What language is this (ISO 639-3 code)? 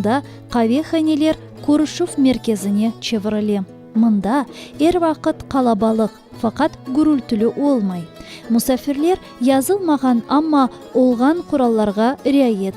crh